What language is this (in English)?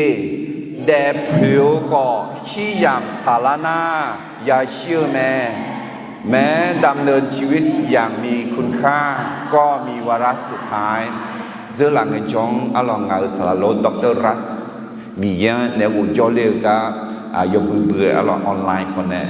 Akha